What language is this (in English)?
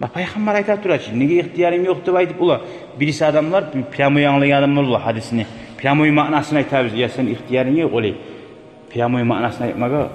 Kumyk